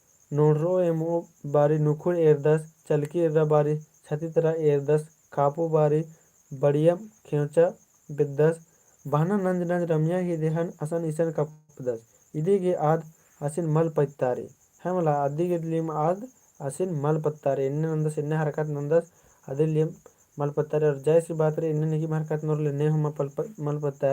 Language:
Kurukh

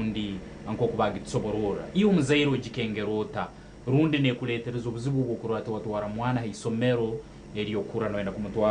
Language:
Nyankole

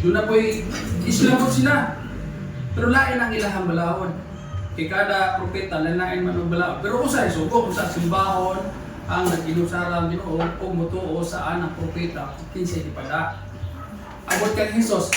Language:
Cebuano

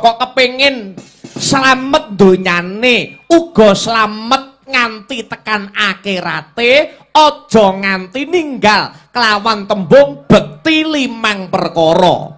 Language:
Javanese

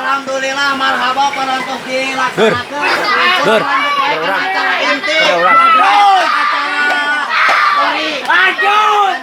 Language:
Sundanese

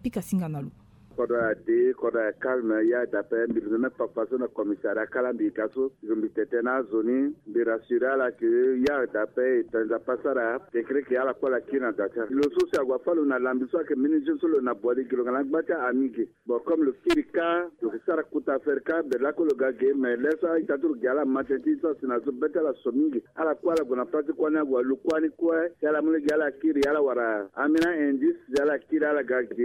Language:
Sango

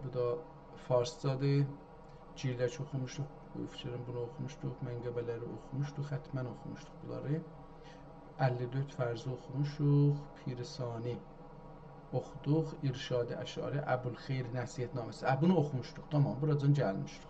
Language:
South Azerbaijani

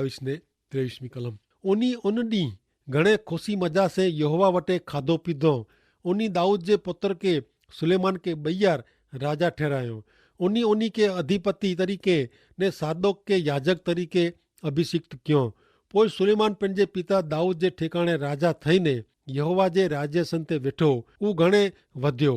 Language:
Kachhi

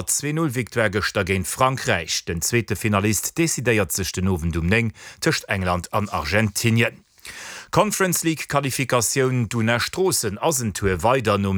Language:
Luxembourgish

